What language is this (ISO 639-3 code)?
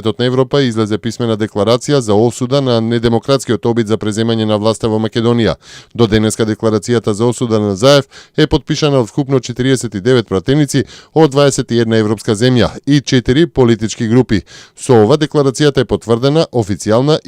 mkd